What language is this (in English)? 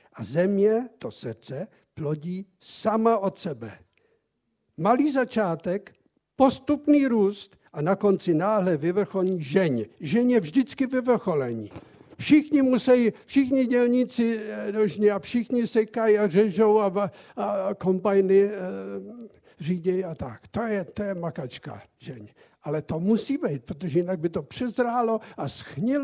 Czech